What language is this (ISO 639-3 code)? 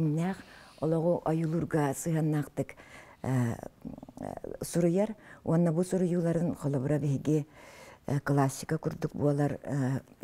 sah